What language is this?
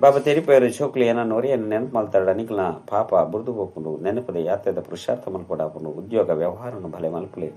Tulu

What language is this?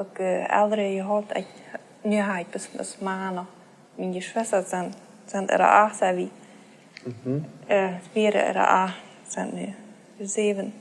Plautdietsch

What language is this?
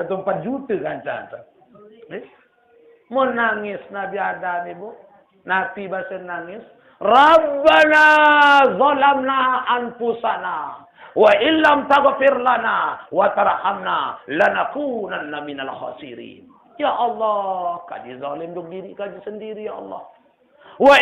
Sasak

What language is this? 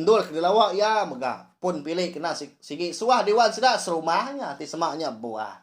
Iban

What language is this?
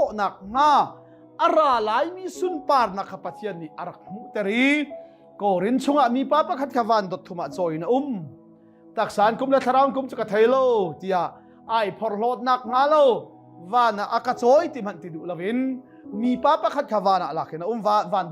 Hakha Chin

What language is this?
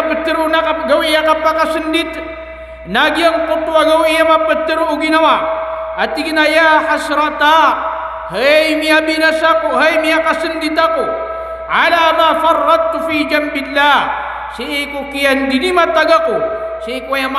Maranao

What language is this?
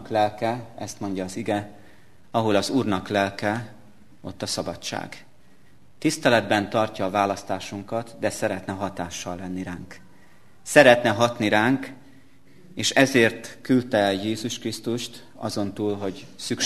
Hungarian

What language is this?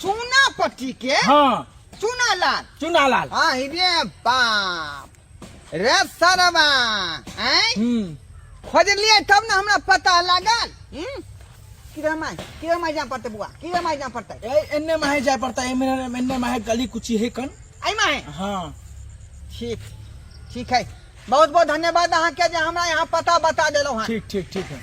Maithili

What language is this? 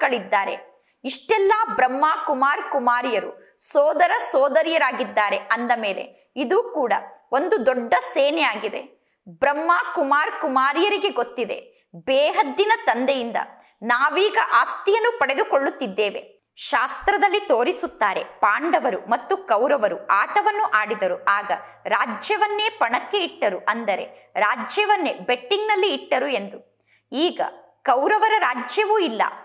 Kannada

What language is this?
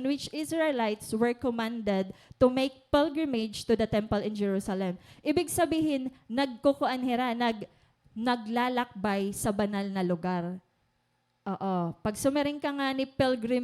Waray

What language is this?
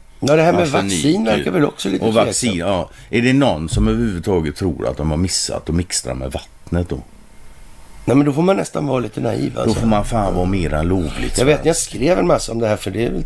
Swedish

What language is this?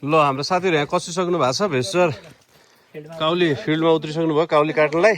Nepali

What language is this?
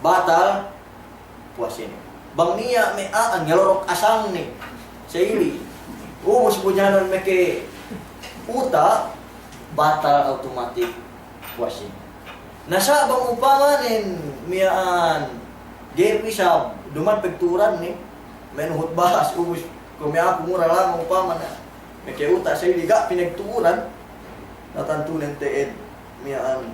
Yakan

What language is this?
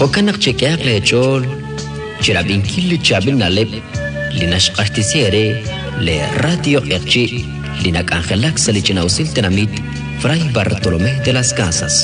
Kekchí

